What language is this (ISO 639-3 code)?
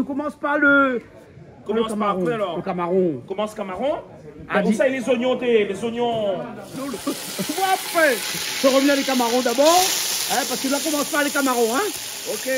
rcf